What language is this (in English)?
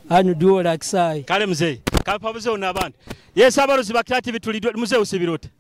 Nyoro